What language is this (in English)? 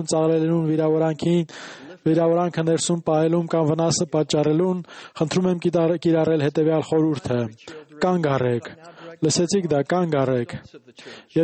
Armenian